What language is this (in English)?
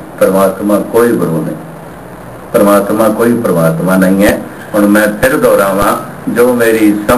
Punjabi